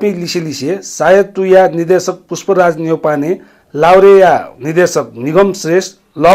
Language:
Newari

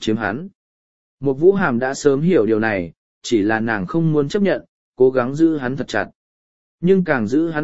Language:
Vietnamese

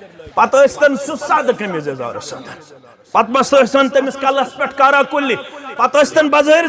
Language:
Kashmiri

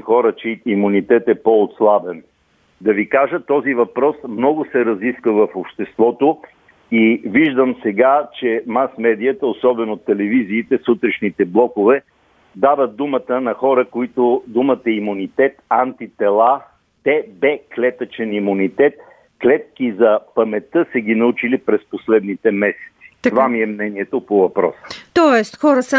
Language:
Bulgarian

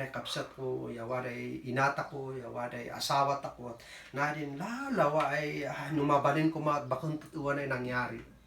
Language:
Kankanaey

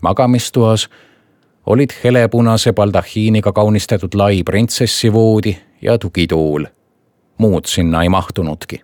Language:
Estonian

